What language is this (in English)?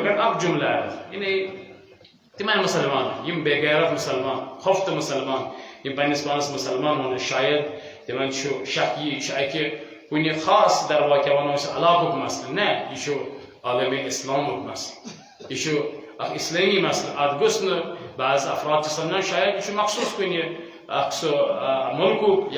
Kashmiri